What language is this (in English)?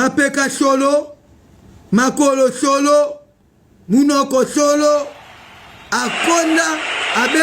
Lingala